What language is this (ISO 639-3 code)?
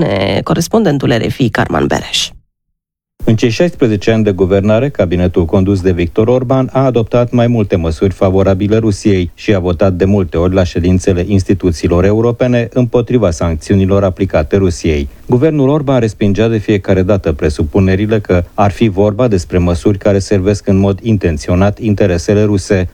ron